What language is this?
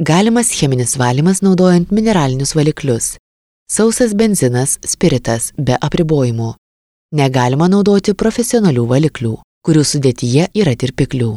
Lithuanian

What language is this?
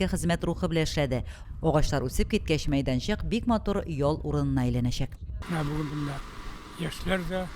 Tatar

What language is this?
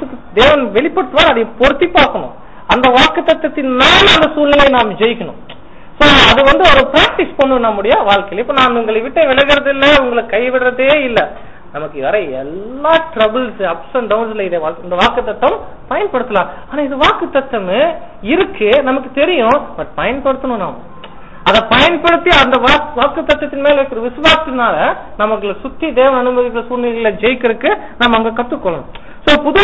Tamil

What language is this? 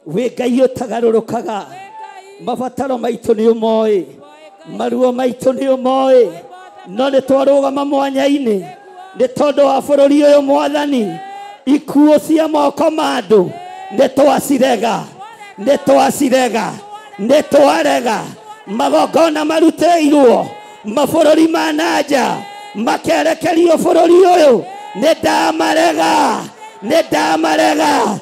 Kikuyu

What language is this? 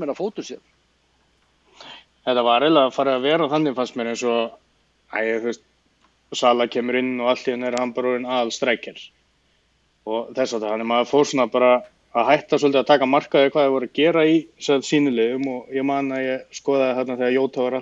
Icelandic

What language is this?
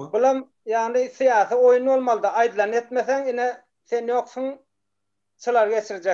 Turkmen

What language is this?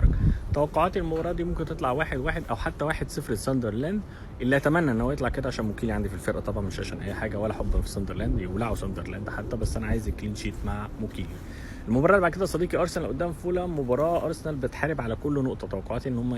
Egyptian Arabic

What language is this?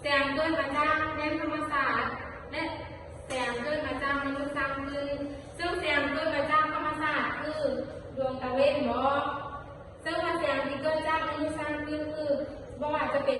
Lao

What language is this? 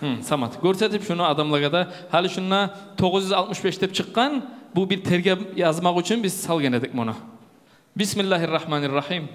Kumyk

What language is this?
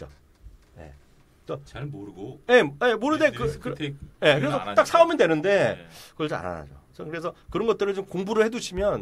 Korean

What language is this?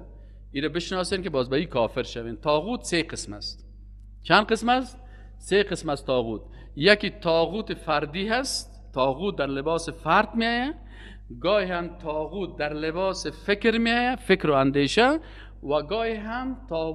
Persian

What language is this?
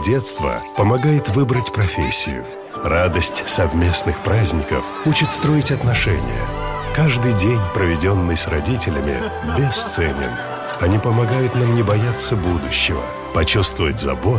Russian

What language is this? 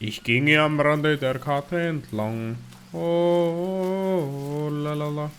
Bavarian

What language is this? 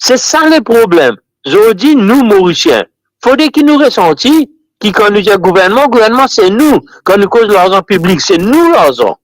Morisyen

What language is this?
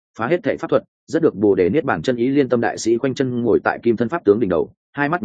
Vietnamese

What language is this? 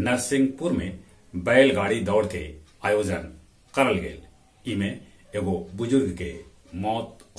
Magahi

